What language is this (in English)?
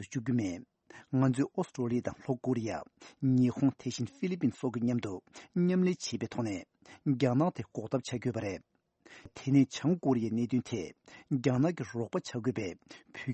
Tibetan